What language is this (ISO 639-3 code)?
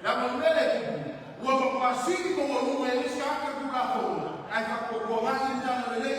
smo